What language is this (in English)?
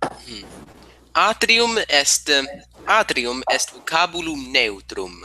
Latin